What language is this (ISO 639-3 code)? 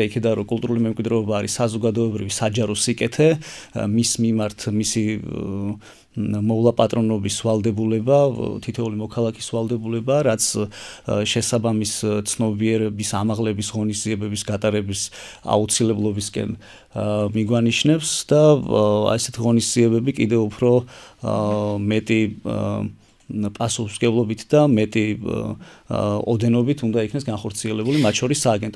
kat